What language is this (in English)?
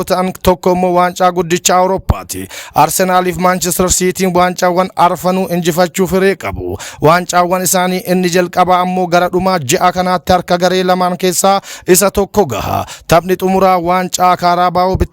Oromo